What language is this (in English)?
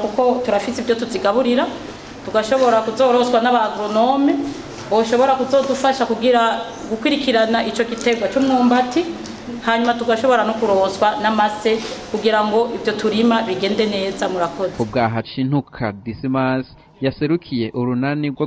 Rundi